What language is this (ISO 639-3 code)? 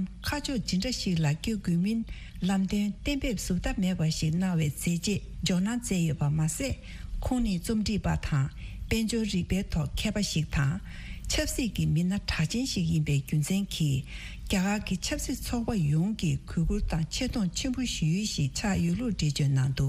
bod